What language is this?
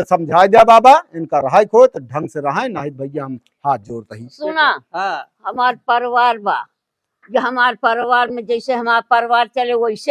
Awadhi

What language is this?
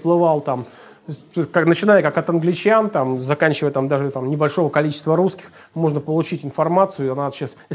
Russian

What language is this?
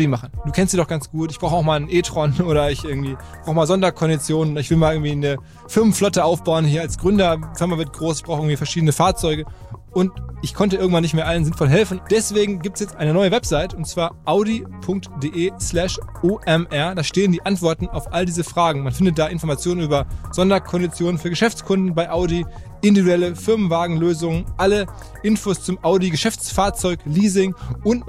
German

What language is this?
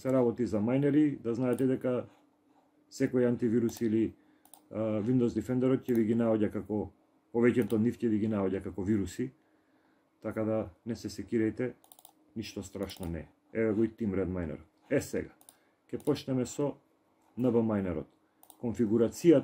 Macedonian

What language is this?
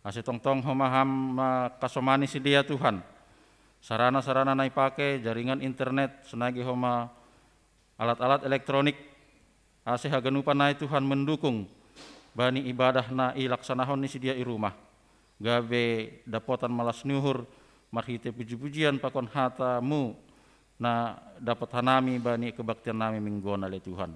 Batak Simalungun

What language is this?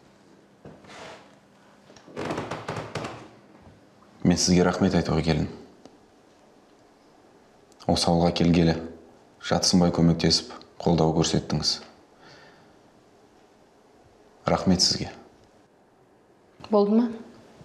Kazakh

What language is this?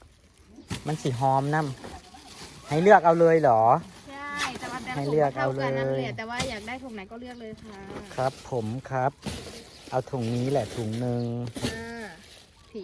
Northeastern Thai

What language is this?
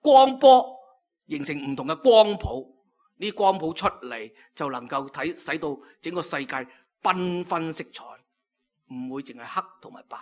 Cantonese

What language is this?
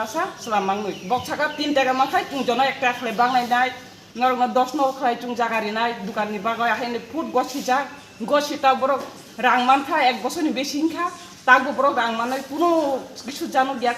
Kok Borok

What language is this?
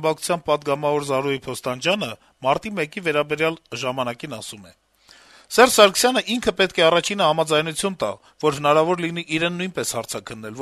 Armenian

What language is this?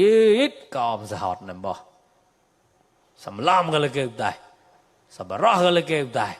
Mon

